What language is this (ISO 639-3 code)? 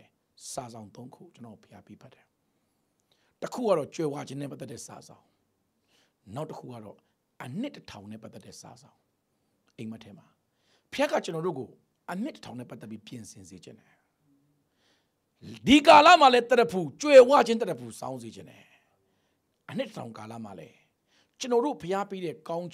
mya